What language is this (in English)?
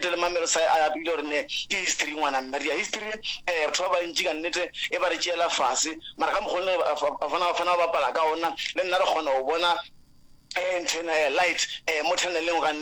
Northern Sotho